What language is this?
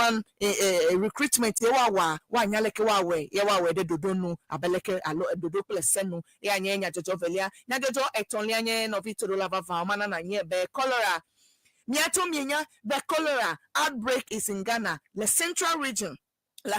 Ewe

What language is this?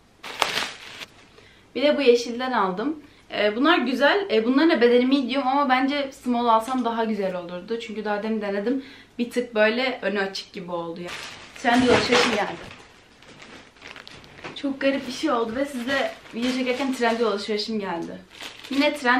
Turkish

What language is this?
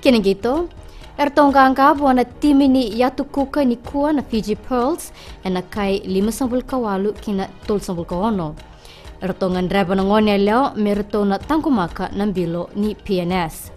Fijian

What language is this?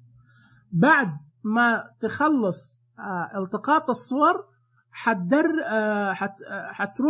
Najdi Arabic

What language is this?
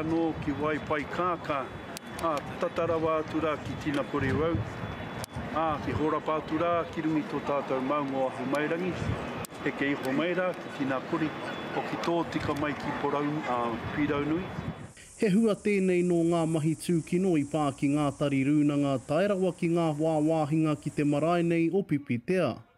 Māori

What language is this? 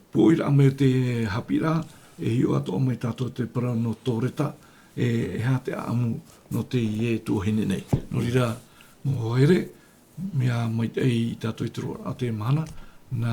Tahitian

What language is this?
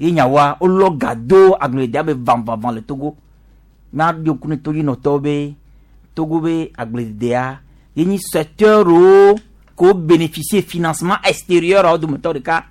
Gen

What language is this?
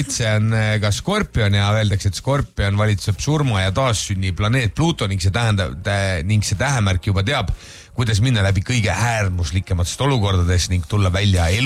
Estonian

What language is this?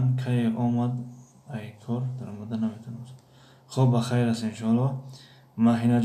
Tajik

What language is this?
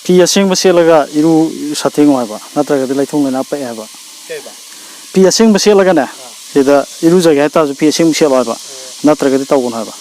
Manipuri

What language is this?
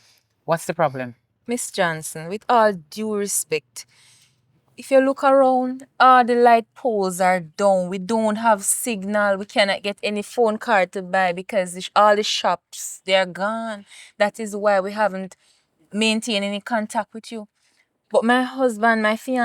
Jamaican Creole English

